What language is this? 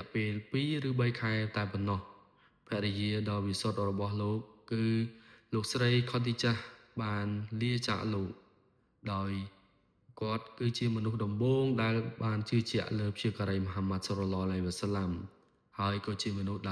Khmer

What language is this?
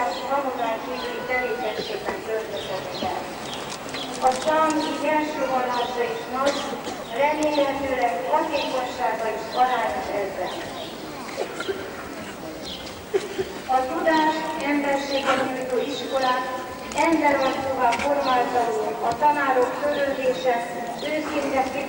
Hungarian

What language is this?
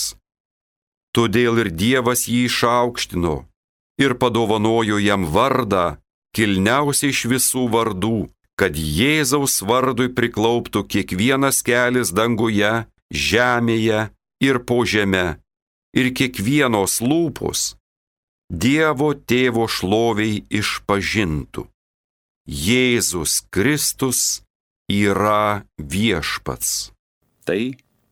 Lithuanian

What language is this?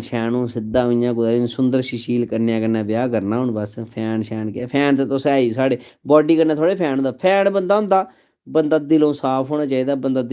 Dogri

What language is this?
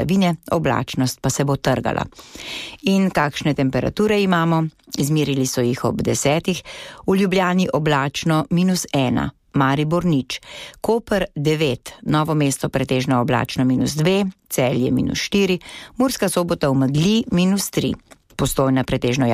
Slovenian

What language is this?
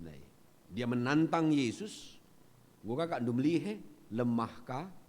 Batak Karo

